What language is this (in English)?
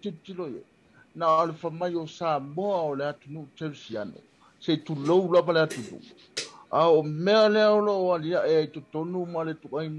Samoan